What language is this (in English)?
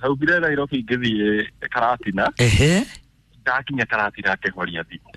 Kikuyu